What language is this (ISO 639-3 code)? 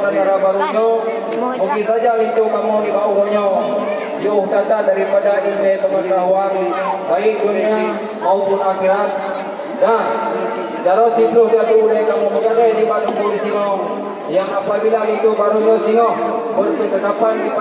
ace